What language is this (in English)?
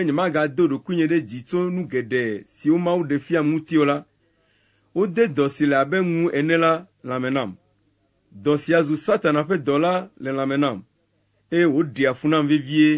Ewe